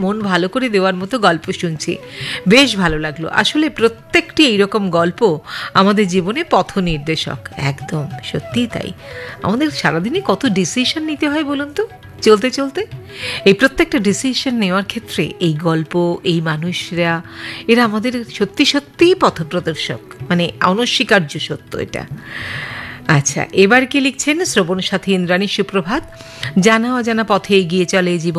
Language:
Bangla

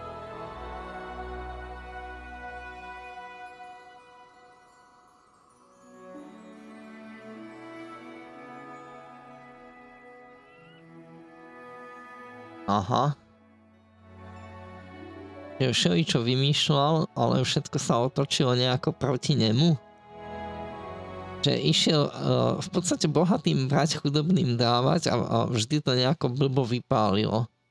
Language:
Slovak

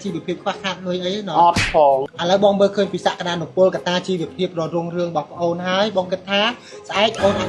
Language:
Khmer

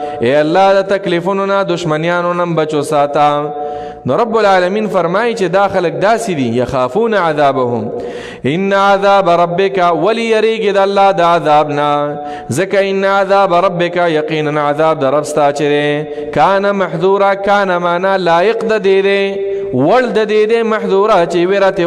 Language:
Pashto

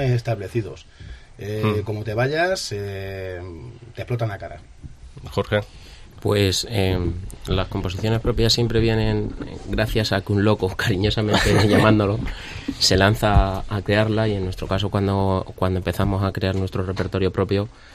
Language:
Spanish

